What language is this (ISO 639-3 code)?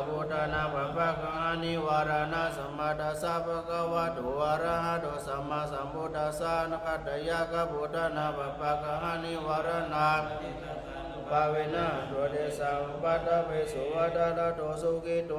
pli